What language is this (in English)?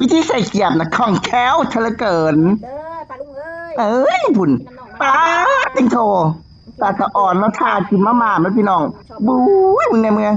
Northeastern Thai